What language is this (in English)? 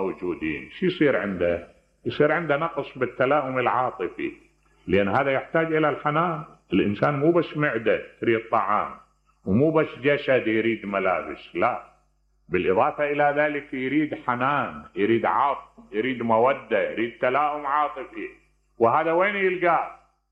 Mesopotamian Arabic